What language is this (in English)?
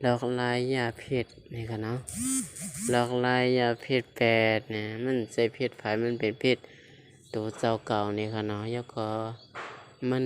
Shan